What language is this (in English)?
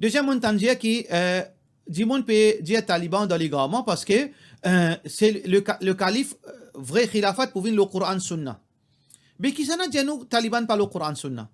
Morisyen